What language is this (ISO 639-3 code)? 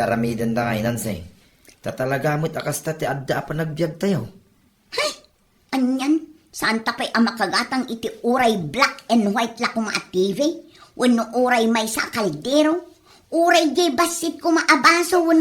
ilo